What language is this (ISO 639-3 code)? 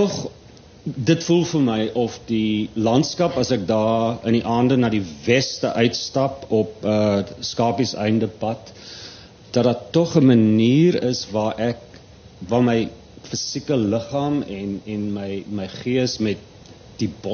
afr